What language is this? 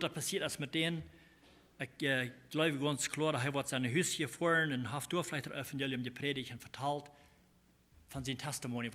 Plautdietsch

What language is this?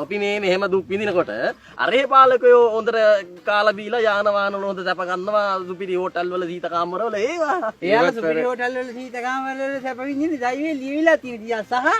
Sinhala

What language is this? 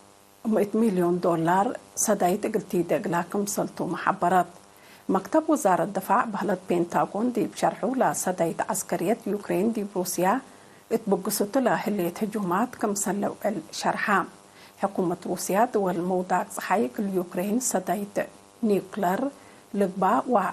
Tigre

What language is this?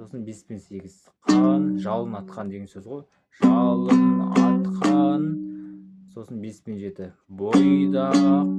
Kazakh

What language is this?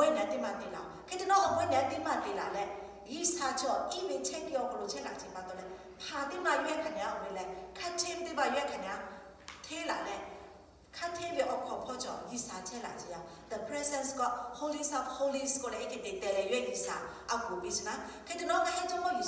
Lahu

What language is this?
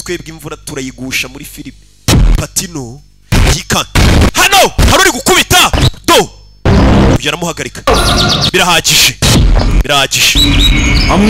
Kinyarwanda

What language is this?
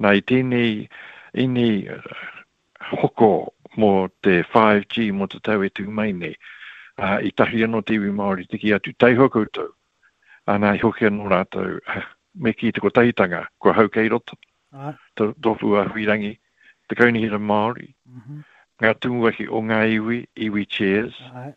Māori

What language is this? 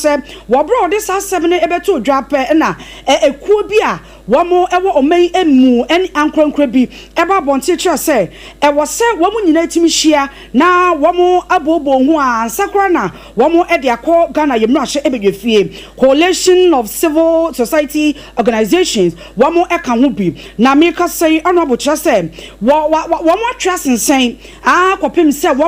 Akan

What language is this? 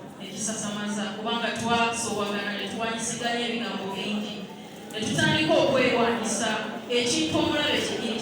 Ganda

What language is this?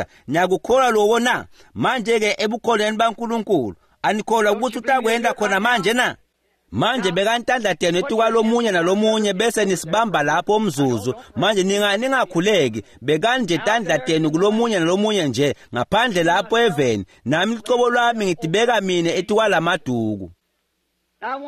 Swati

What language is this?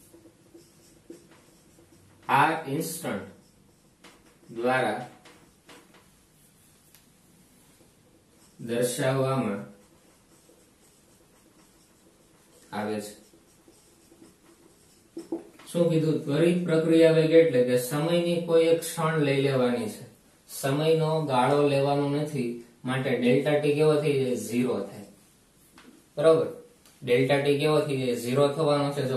Gujarati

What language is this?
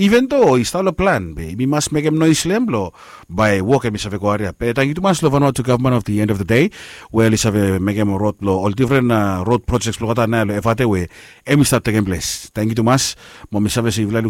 Bislama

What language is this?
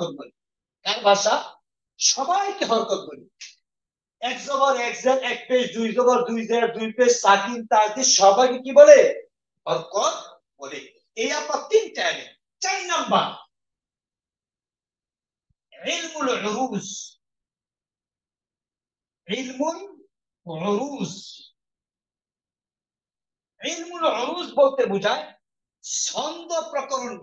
Bangla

